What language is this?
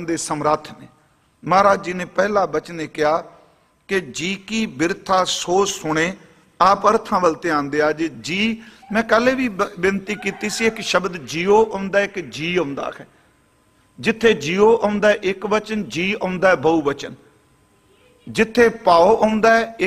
Punjabi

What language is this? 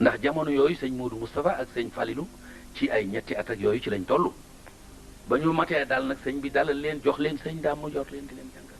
Wolof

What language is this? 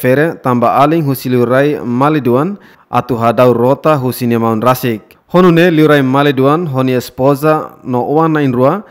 Tetum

